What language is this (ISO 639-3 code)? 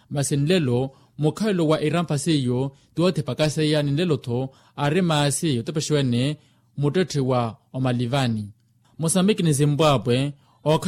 vmw